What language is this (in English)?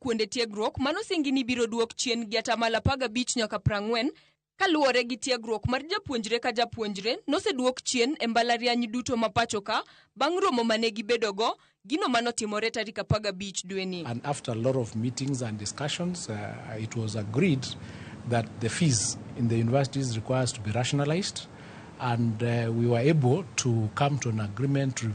Luo (Kenya and Tanzania)